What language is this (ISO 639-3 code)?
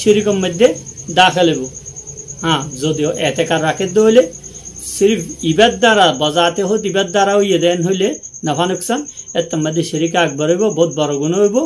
rhg